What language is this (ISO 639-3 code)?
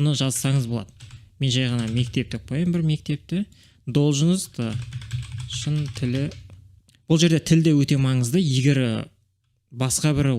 kaz